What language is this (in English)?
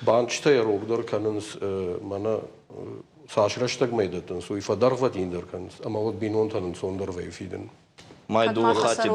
Ossetic